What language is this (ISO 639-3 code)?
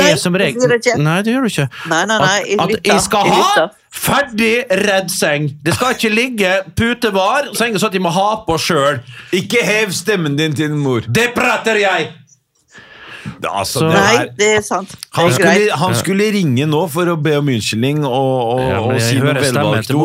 nor